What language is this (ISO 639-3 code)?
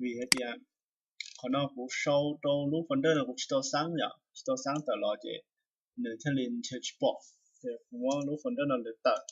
hmn